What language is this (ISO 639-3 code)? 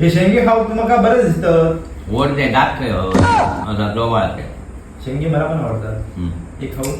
kok